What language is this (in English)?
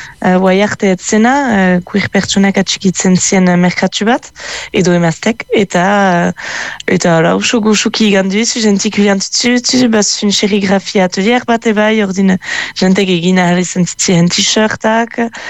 Basque